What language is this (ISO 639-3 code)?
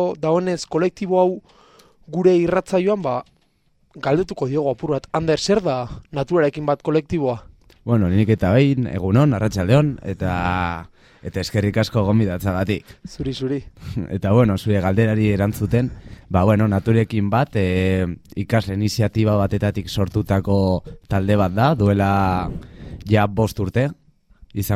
eus